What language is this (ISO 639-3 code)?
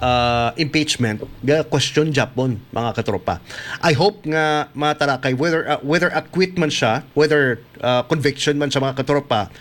hil